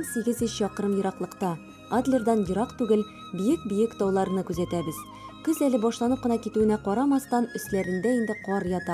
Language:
Tatar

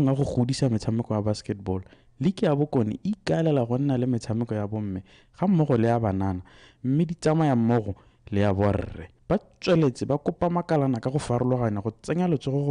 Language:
Tswana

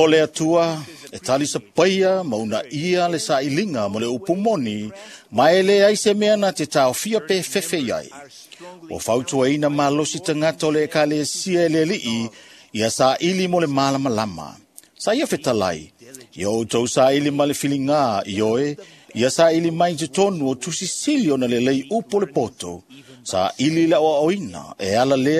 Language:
Samoan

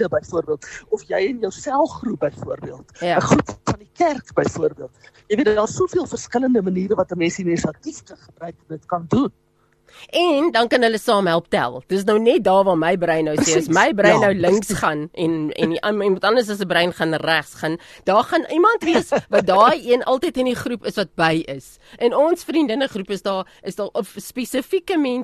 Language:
Afrikaans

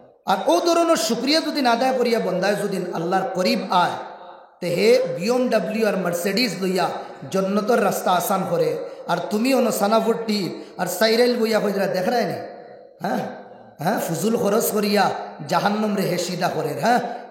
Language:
Sylheti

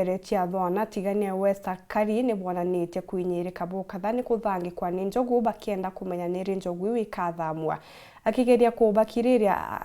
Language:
Meru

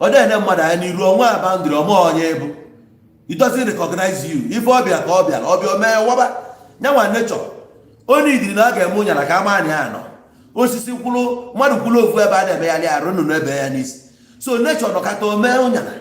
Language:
Igbo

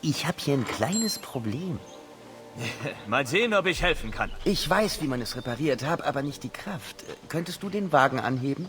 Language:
Bavarian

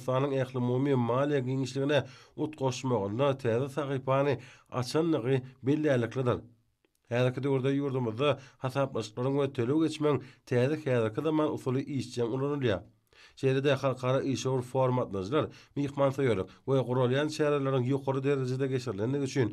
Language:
Turkmen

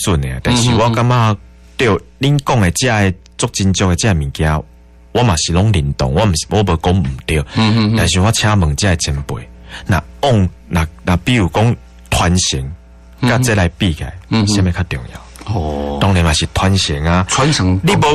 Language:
Min Nan Chinese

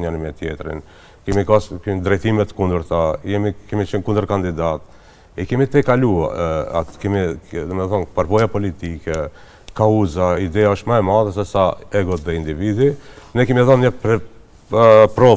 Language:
Albanian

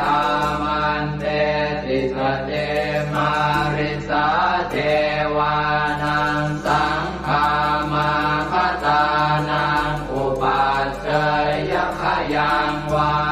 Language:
Pali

